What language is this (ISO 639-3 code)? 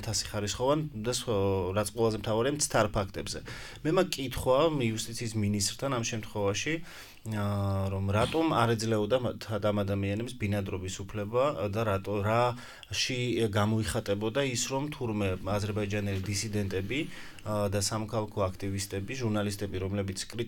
kat